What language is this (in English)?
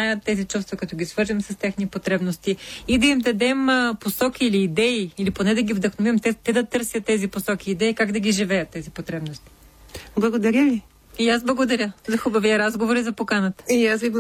Bulgarian